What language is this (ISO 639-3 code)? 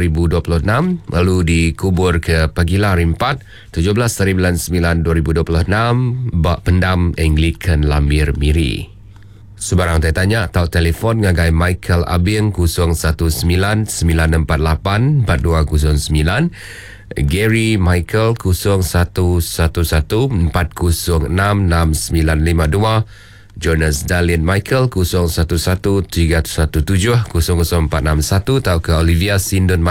iba